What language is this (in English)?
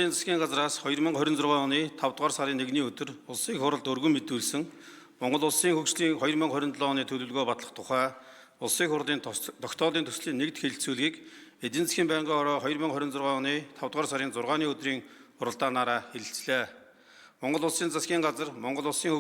Mongolian